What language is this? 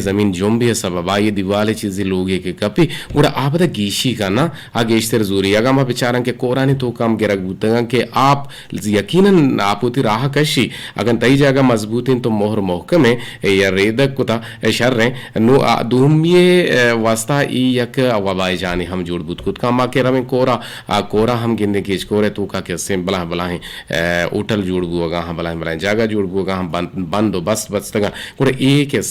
Eastern Balochi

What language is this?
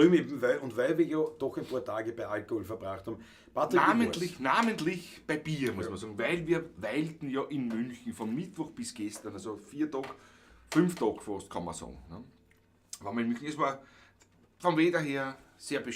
Bavarian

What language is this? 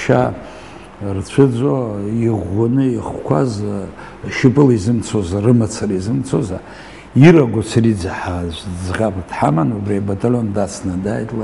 Abkhazian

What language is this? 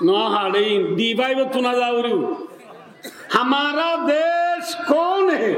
Rohingya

